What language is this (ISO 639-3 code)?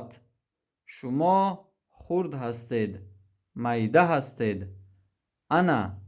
tgk